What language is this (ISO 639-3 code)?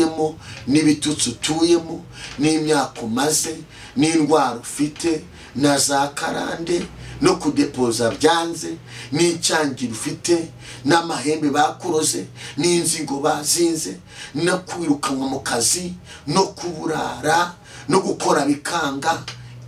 kin